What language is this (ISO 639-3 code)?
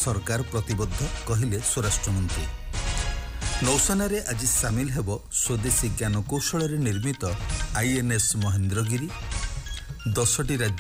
ori